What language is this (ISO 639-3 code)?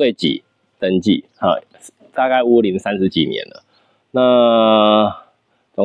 zho